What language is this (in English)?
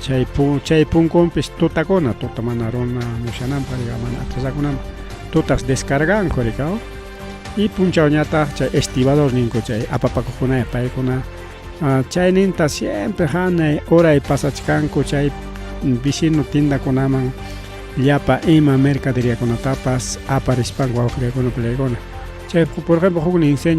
Ayacucho Quechua